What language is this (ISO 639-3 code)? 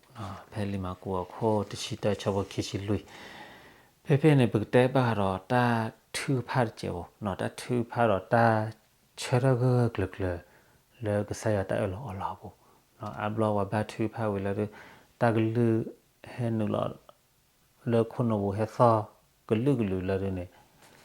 ksw